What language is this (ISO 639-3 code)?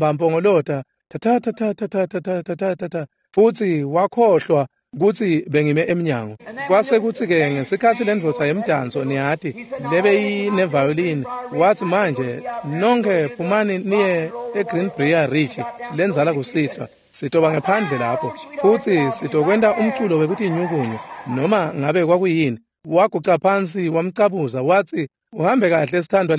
ssw